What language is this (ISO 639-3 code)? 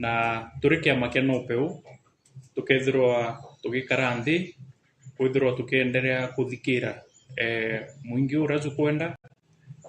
mer